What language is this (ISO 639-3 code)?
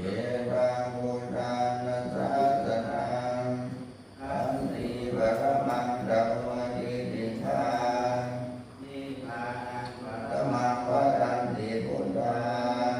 pli